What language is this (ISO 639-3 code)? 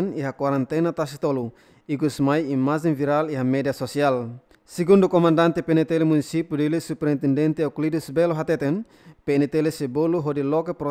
tet